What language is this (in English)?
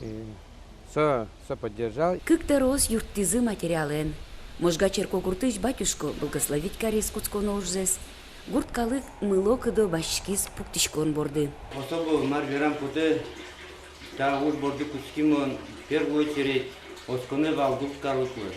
Udmurt